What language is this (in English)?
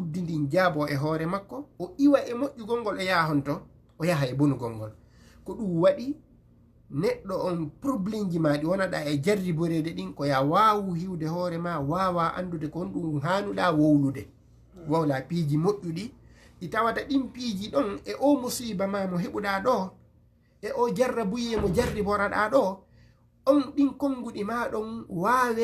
Fula